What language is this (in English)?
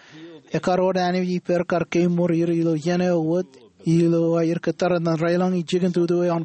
Marshallese